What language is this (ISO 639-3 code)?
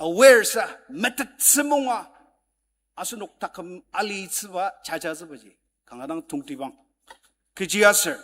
njo